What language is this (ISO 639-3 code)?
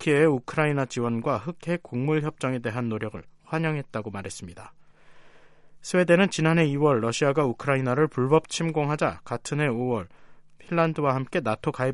kor